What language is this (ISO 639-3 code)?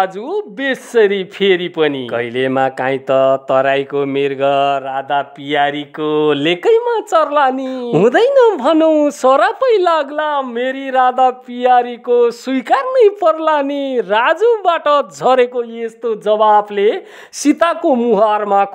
nep